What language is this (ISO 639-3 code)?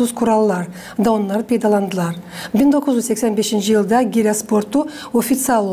gag